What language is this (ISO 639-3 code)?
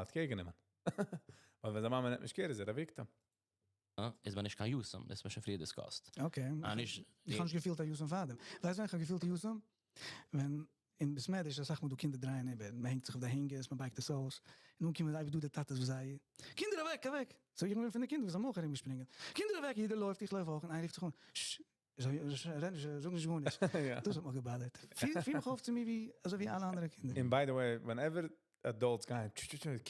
yid